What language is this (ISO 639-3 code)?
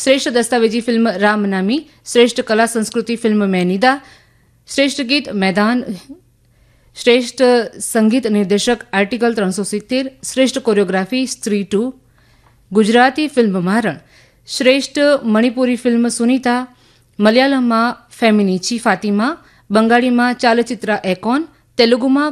guj